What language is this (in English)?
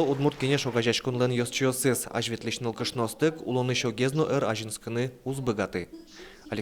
Udmurt